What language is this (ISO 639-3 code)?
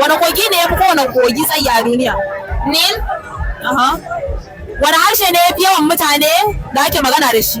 hau